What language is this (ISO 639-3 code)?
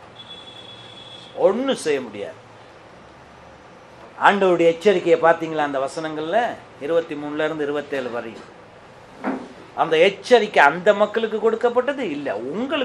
tam